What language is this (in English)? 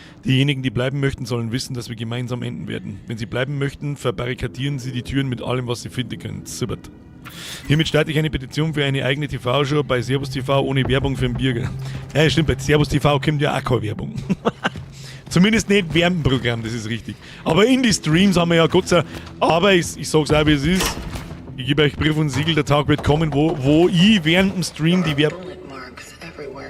Bavarian